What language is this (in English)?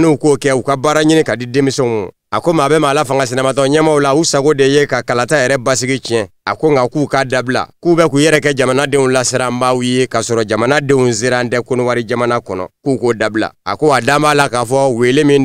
Bambara